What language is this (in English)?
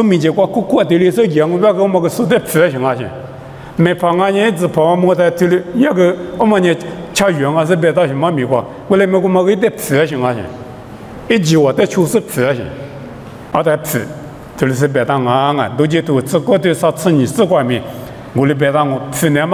Lisu